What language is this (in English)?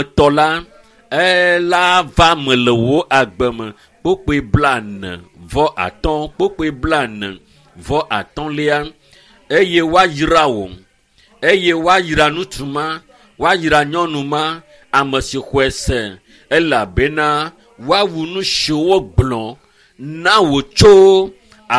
Ewe